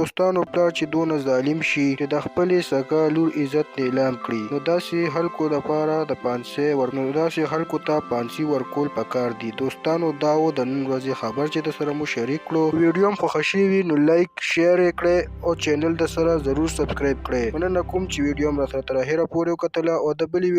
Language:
Pashto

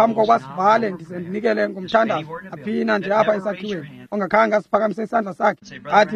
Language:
Xhosa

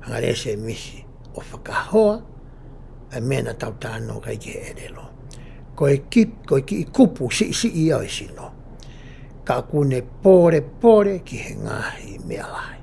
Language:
Tongan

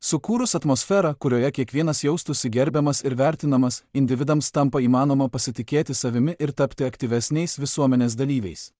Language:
Lithuanian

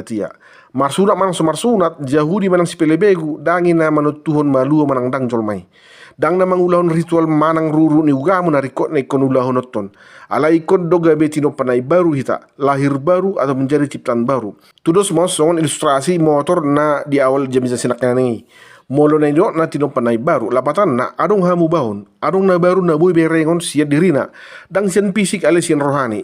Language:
Batak Toba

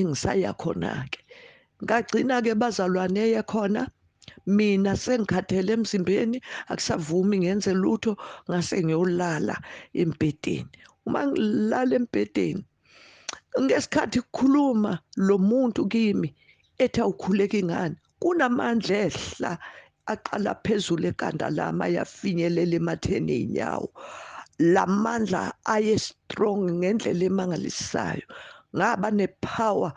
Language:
Zulu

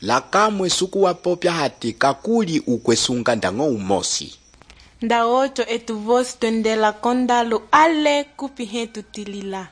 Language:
Umbundu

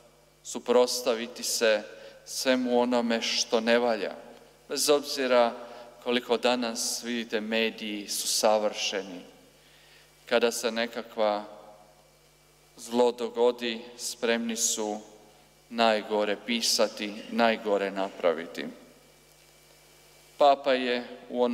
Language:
Croatian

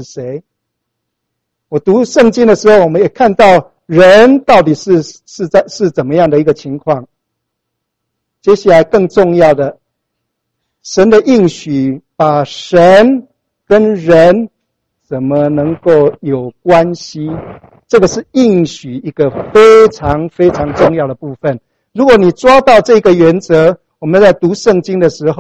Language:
Chinese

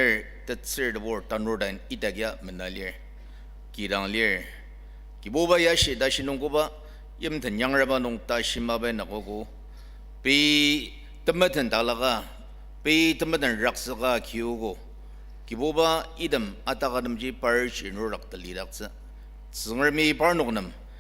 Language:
Ao Naga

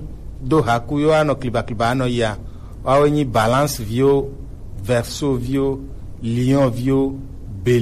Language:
Gen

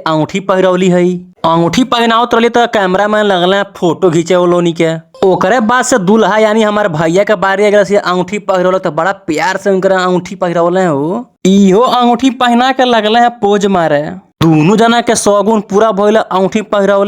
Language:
Bhojpuri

